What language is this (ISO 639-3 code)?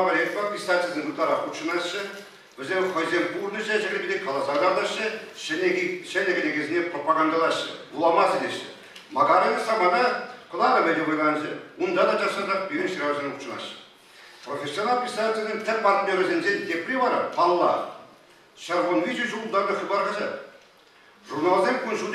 chv